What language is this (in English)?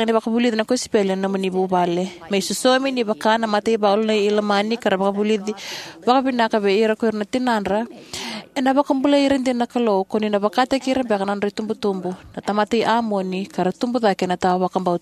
Fijian